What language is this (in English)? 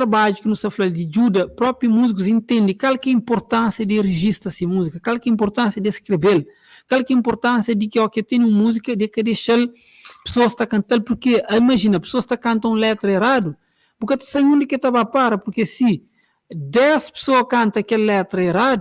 Kabuverdianu